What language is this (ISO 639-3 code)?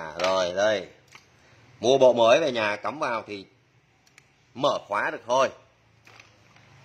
vie